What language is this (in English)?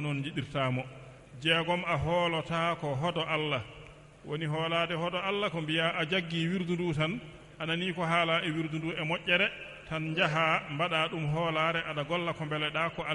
Fula